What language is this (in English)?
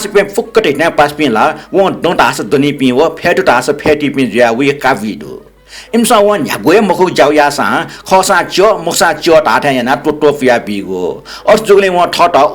Newari